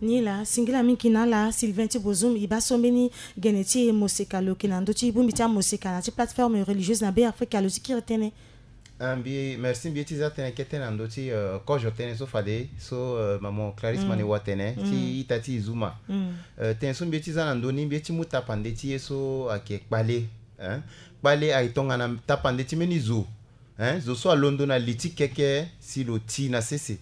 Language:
Sango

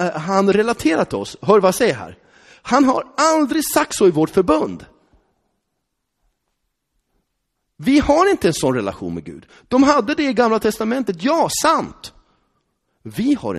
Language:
Swedish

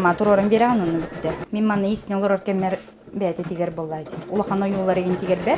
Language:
Yakut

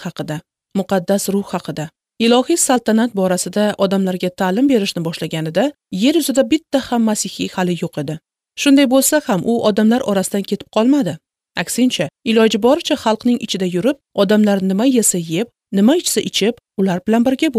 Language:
Uzbek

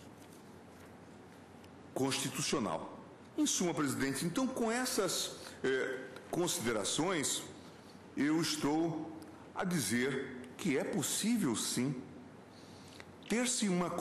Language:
Portuguese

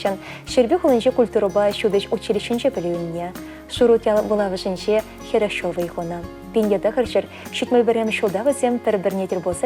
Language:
Chuvash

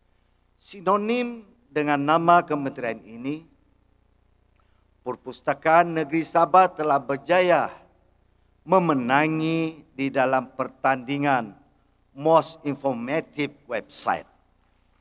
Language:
Malay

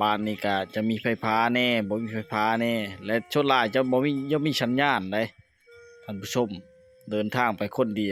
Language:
Lao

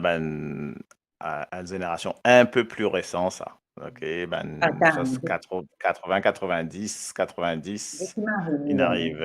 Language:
Morisyen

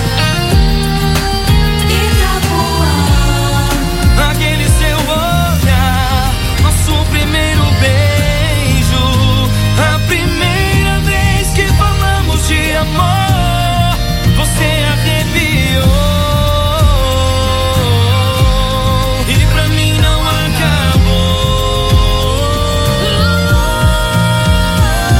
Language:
Portuguese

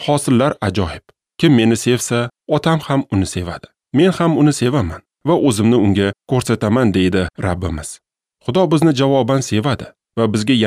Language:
Uzbek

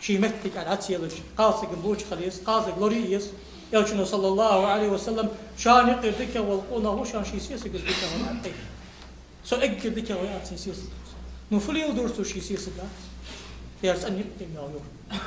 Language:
Ingush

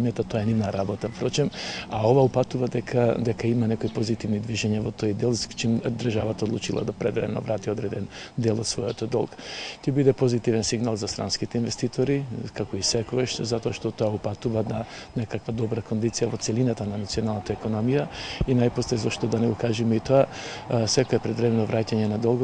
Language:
Macedonian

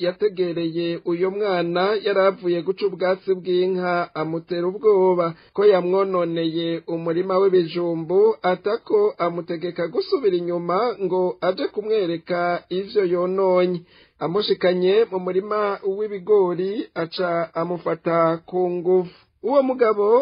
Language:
Rundi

